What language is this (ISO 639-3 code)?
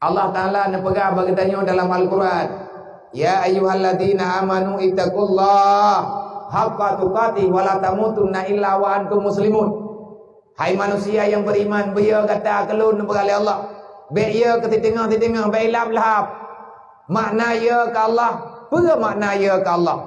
ace